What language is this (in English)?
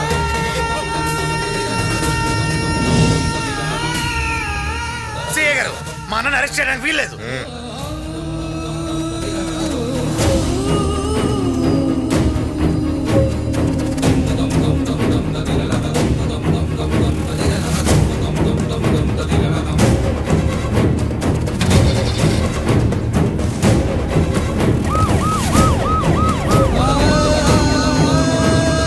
Telugu